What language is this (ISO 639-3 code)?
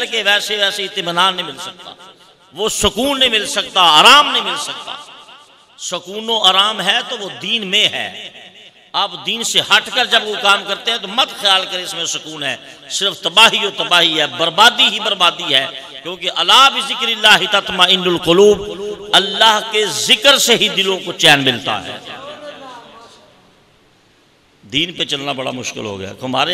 urd